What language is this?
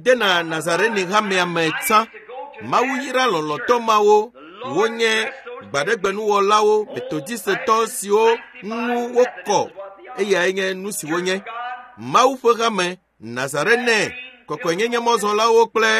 Ewe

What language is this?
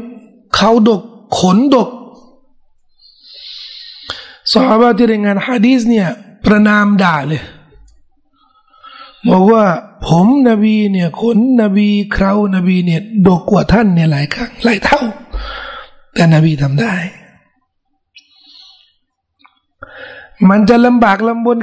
Thai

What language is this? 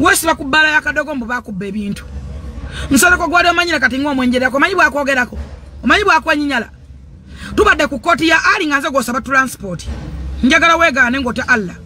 Ganda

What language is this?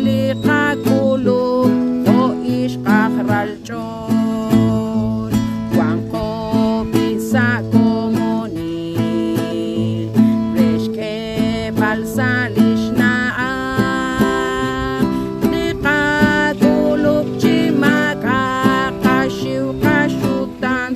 Kekchí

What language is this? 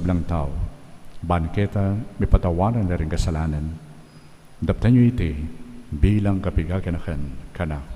Pampanga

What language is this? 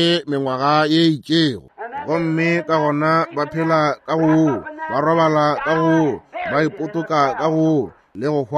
Northern Sotho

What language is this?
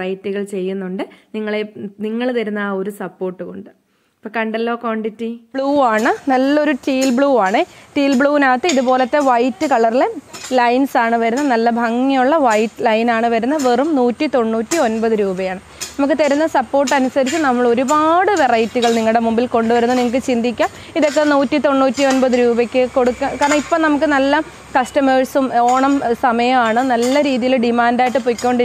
Malayalam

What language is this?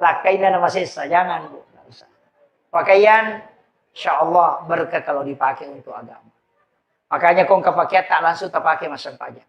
Buginese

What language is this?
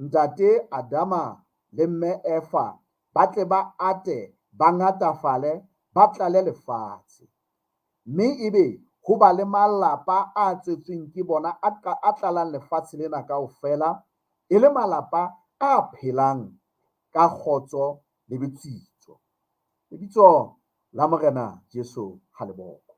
Southern Sotho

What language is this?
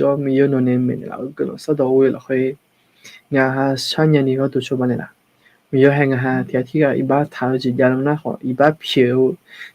Akha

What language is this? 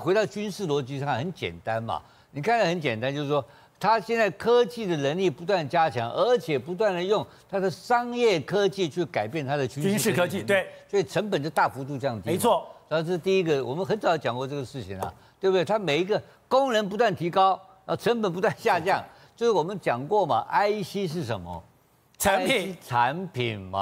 Chinese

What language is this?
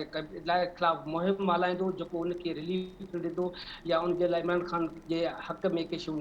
Sindhi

